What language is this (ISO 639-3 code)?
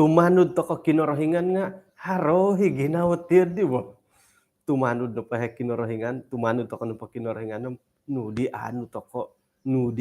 dtp